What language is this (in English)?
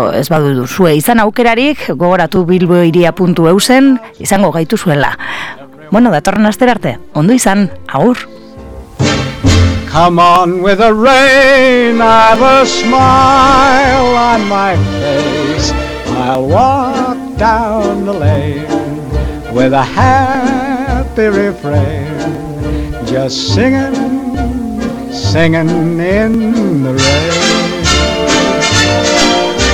Basque